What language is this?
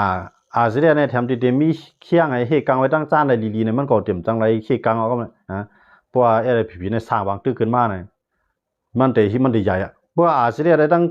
Shan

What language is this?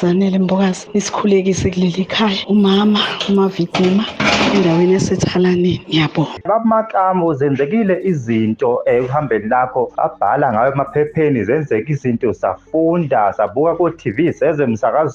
Zulu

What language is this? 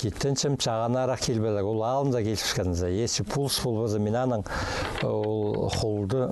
Khakas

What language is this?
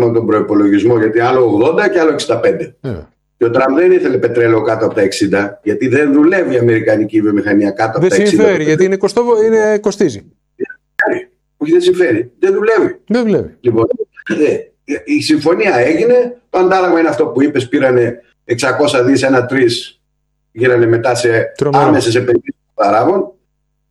Greek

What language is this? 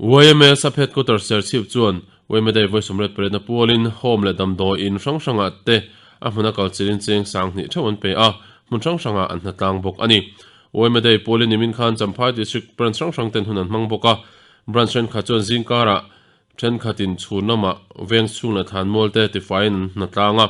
Mizo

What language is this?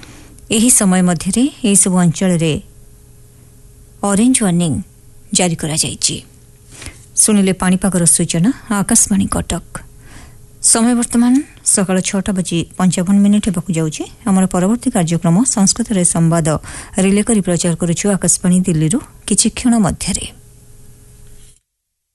Odia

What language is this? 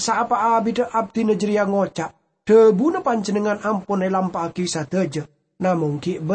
Madurese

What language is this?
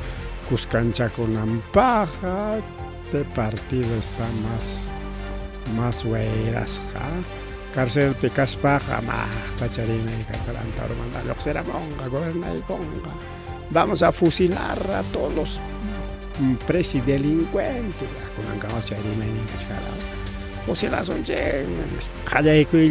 Ayacucho Quechua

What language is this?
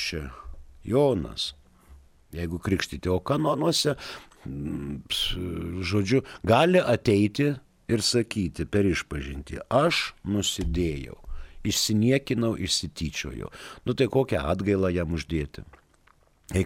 Lithuanian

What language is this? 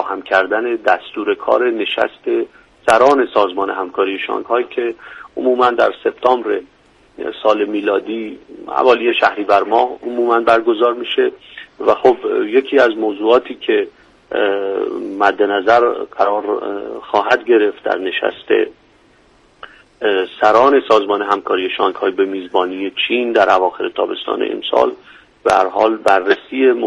Persian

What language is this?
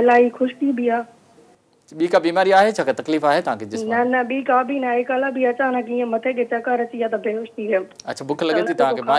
Sindhi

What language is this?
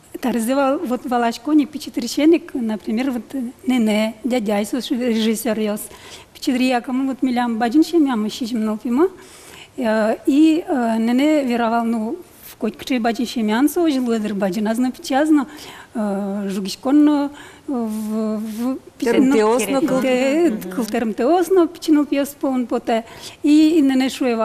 Udmurt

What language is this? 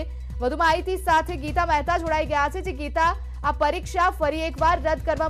Gujarati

